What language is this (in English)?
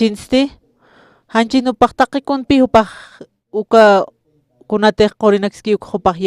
Aymara